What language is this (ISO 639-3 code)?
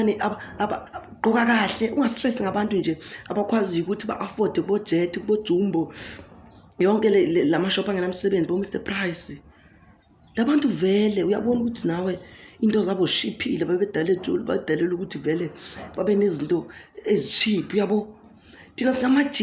zul